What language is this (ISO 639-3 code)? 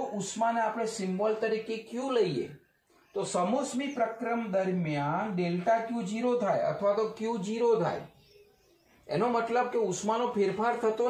guj